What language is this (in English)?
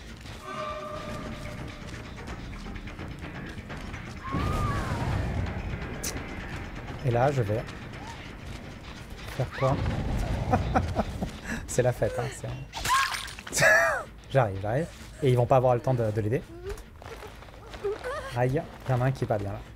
French